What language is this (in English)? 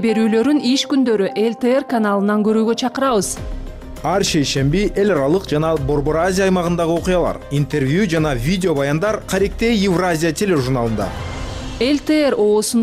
Kyrgyz